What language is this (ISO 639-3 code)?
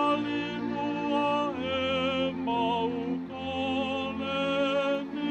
ton